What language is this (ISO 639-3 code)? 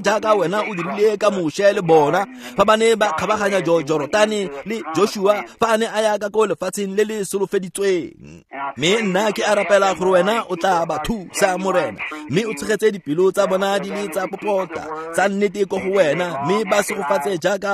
tsn